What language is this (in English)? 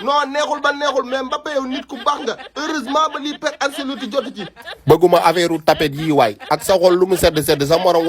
Wolof